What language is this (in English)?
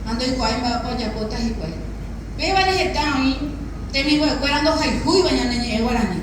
Guarani